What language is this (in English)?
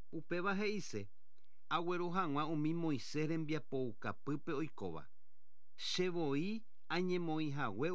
Guarani